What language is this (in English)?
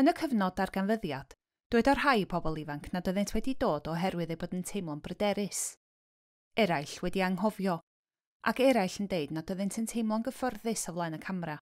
Welsh